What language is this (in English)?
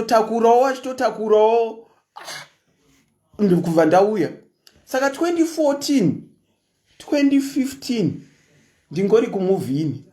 Shona